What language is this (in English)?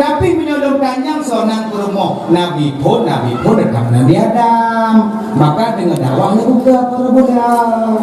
Achinese